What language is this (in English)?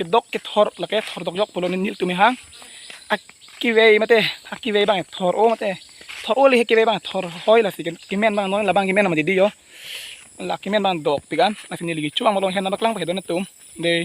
Karbi